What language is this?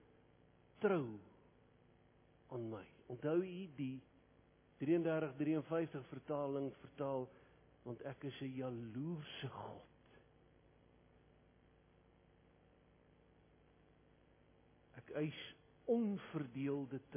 Afrikaans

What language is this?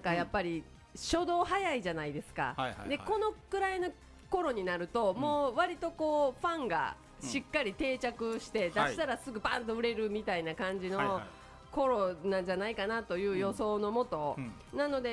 Japanese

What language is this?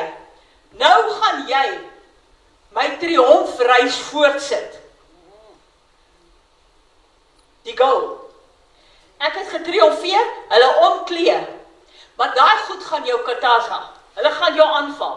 Afrikaans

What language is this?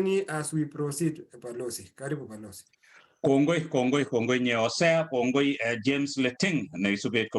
Kalenjin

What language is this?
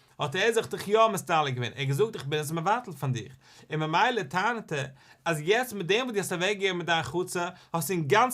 Yiddish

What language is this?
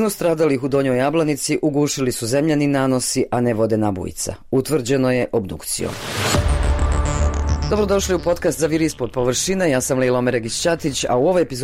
Bosnian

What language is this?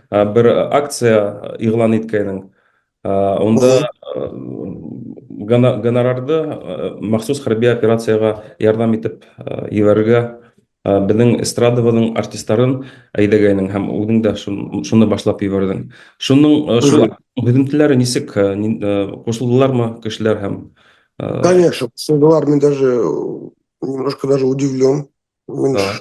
Bashkir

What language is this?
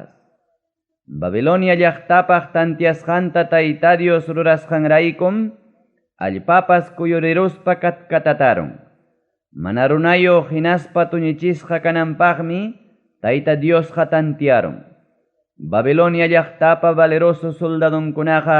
Ayacucho Quechua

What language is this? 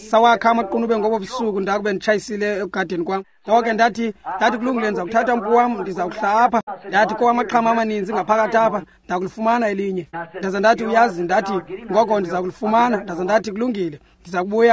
Xhosa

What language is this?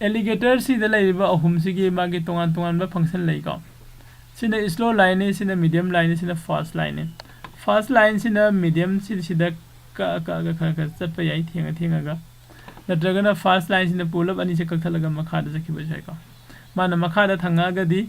Manipuri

